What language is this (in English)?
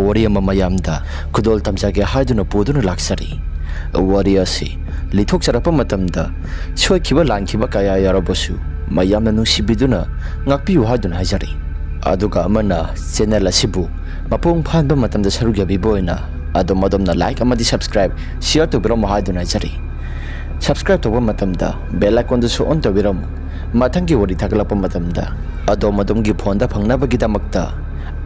Manipuri